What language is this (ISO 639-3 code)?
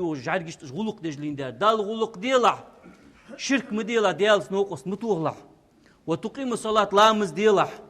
inh